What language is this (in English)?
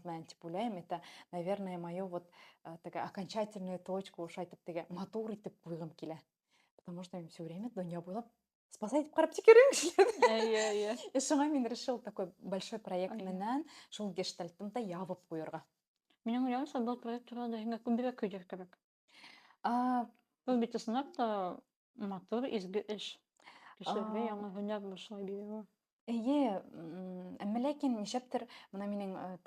Bashkir